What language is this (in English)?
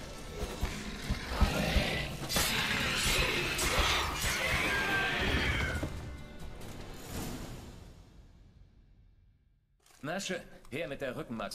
German